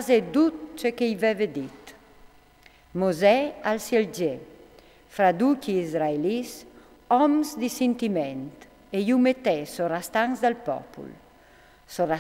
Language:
Friulian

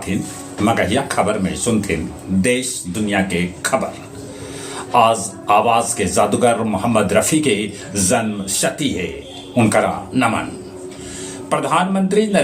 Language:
Magahi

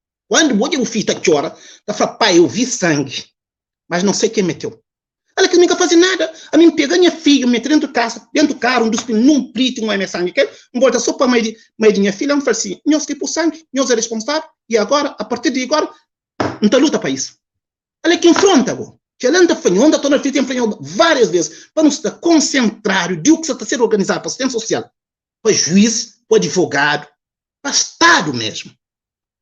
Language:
Kabuverdianu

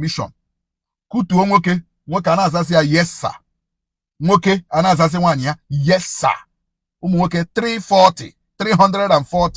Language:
Igbo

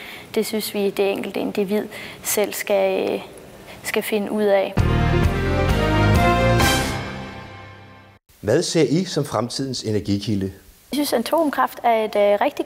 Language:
Danish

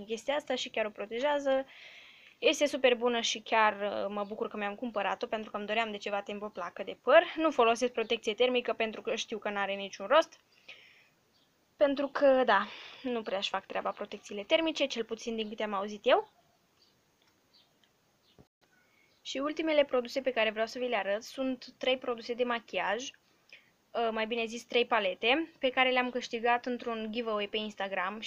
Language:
Romanian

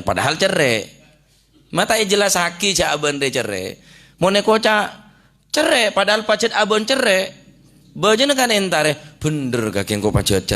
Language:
Madurese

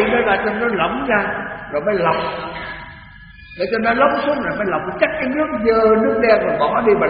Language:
Vietnamese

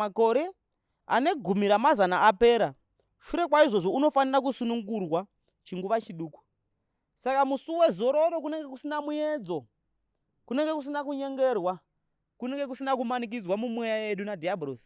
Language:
Shona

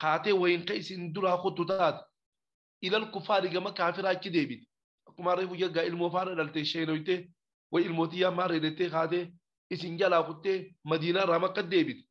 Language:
Oromo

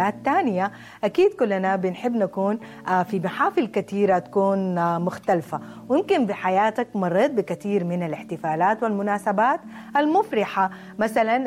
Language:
Sudanese Arabic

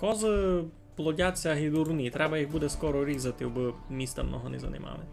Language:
Rusyn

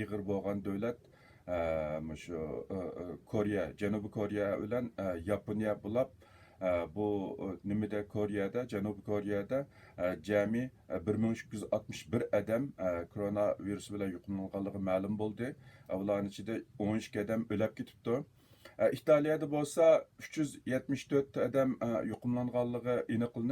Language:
Uyghur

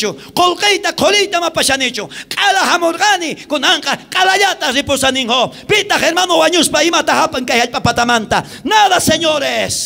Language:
South Bolivian Quechua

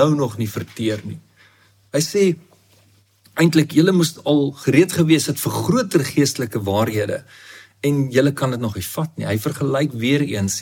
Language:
Afrikaans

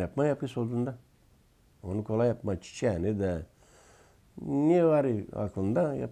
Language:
Gagauz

